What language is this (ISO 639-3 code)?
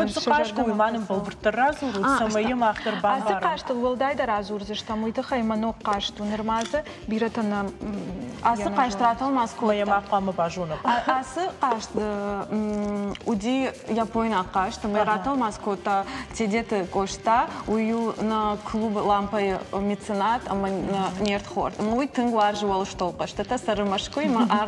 oss